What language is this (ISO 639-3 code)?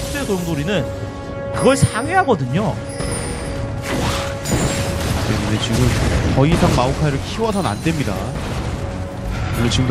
kor